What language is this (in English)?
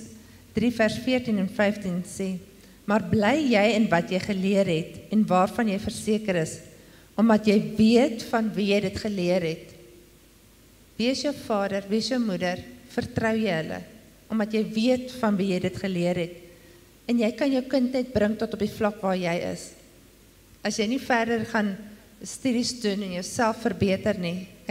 Afrikaans